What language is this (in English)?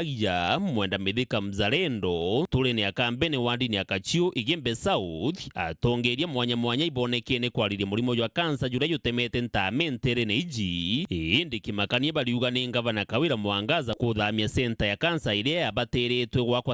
Meru